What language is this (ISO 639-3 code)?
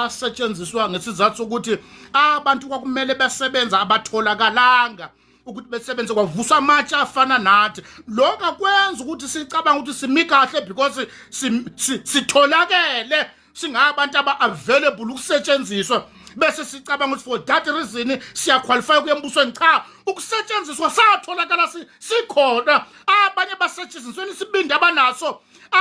zul